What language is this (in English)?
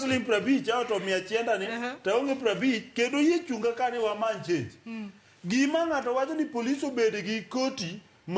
Luo (Kenya and Tanzania)